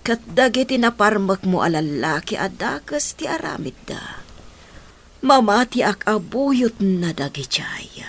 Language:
Iloko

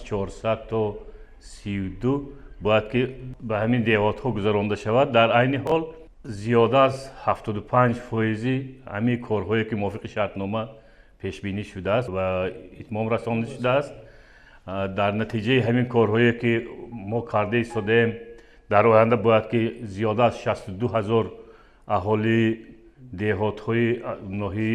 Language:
Tajik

